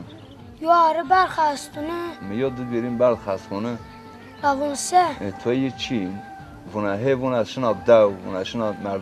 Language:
Zaza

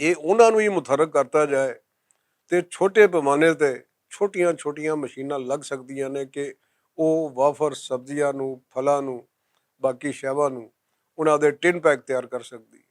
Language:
Western Panjabi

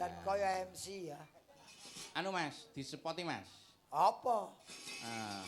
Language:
Javanese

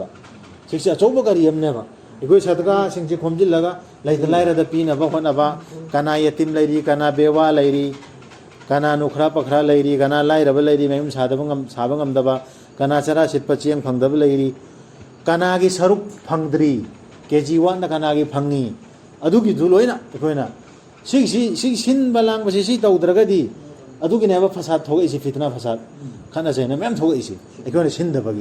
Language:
Manipuri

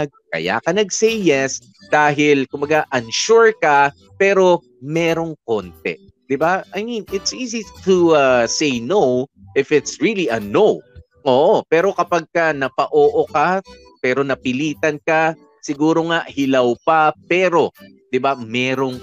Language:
Filipino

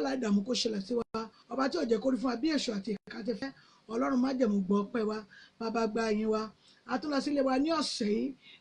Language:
Yoruba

